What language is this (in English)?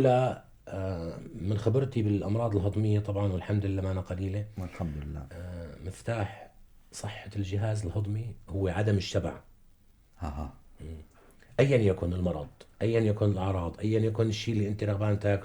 North Levantine Arabic